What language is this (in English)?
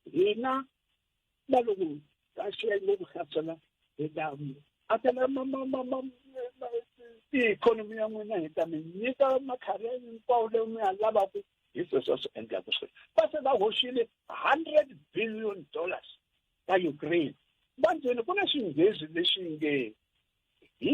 Tsonga